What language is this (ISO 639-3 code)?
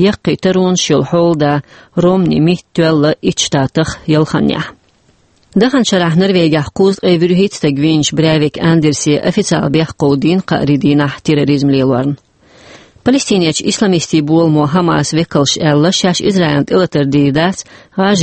che